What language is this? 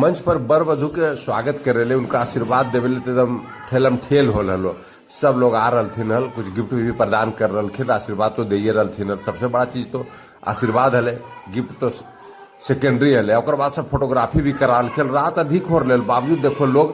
Magahi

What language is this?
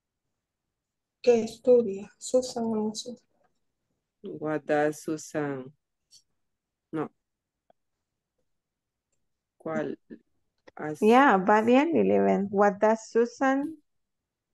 Spanish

